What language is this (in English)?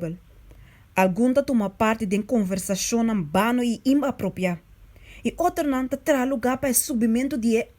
Papiamento